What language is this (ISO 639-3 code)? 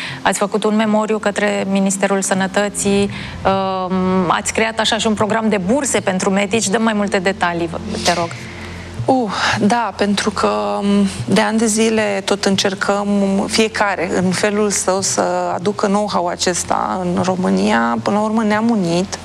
ron